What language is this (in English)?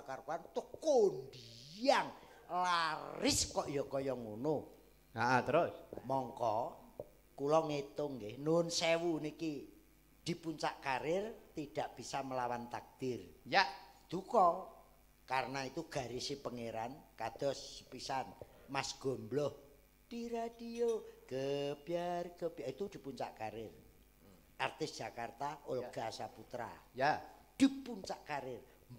Javanese